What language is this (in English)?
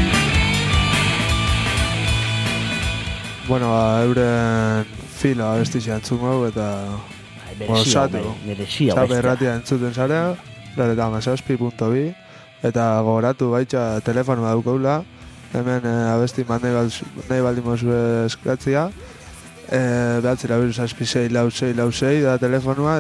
Basque